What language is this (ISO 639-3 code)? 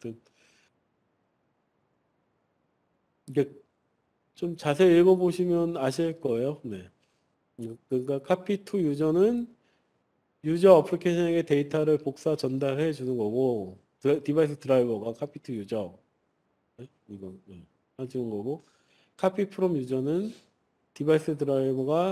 kor